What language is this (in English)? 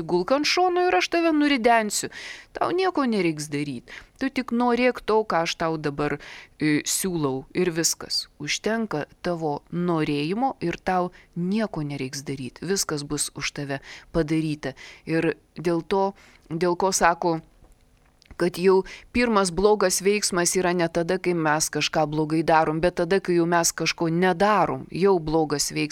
Lithuanian